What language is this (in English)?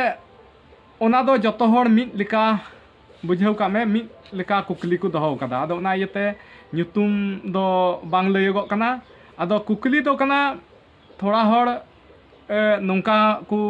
Santali